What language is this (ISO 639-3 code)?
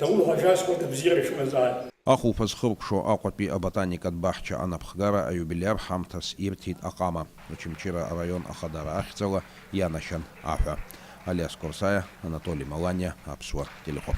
abk